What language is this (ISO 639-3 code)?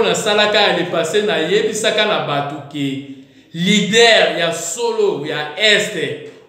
lin